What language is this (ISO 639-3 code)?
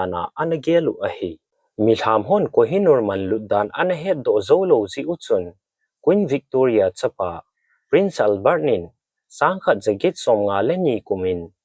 tcz